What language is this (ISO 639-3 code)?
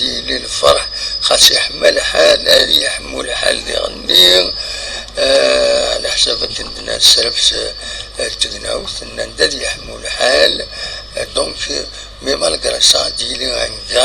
kab